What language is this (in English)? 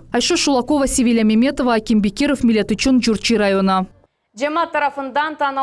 Crimean Tatar